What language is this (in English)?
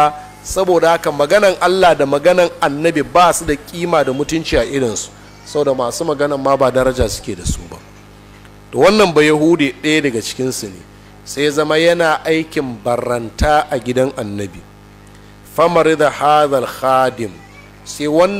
Hausa